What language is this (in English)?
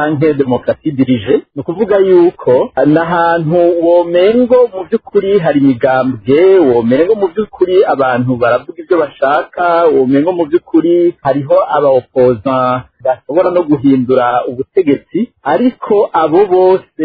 Rundi